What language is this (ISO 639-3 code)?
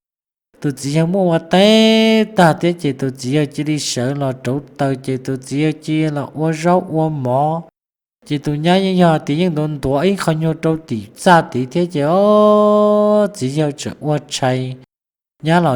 hmn